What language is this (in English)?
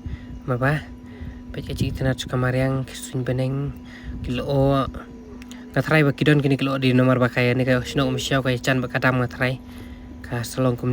Khasi